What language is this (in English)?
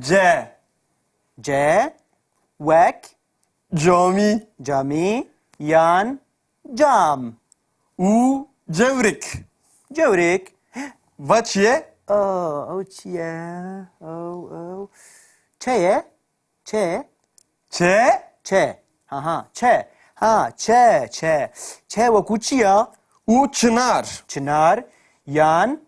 Kurdish